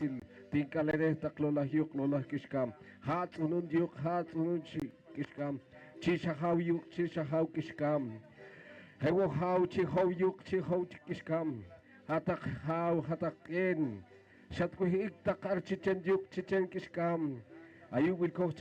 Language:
Poqomchi'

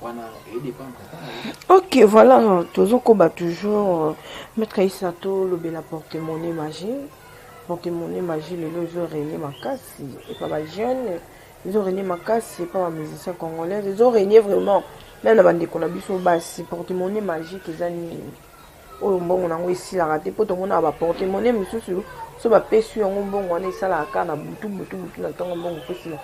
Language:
Lingala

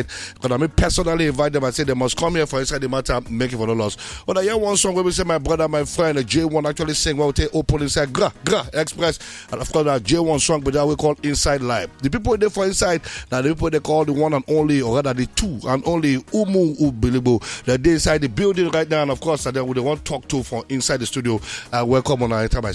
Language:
Nigerian Pidgin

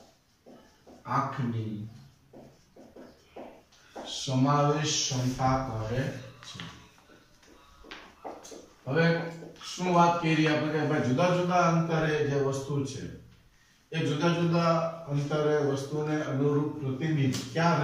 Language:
Gujarati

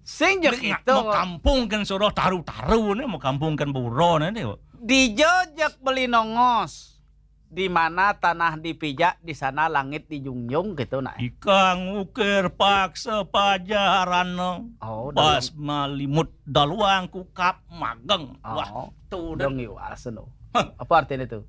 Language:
Balinese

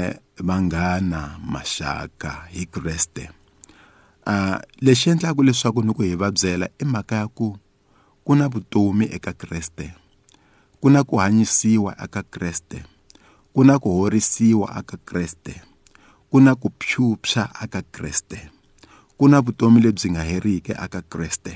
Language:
Tsonga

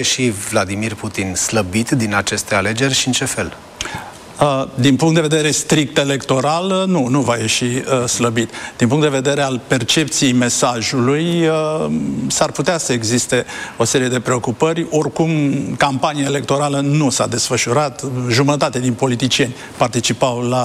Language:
Romanian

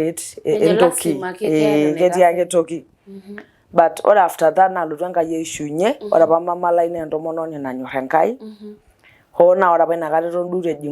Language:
Masai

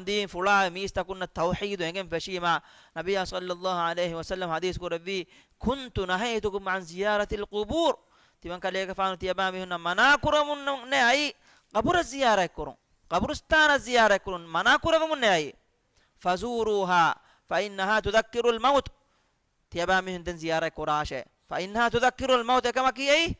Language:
Divehi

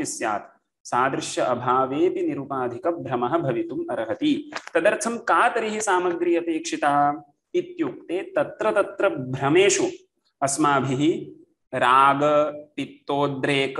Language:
Sanskrit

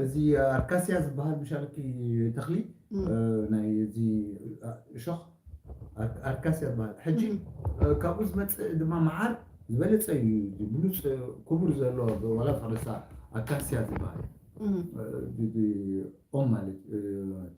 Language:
Tigrinya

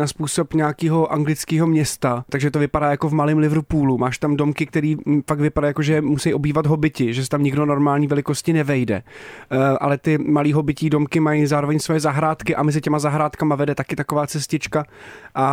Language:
Czech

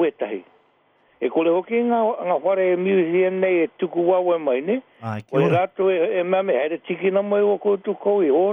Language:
Māori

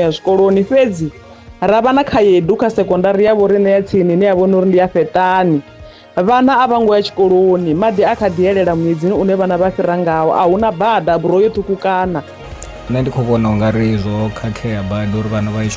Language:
Venda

